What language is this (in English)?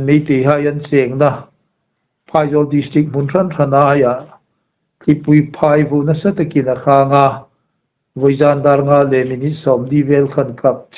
Hmar